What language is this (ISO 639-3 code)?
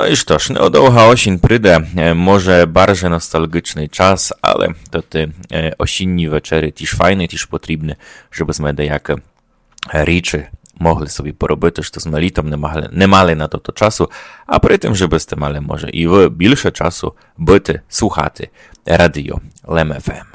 rue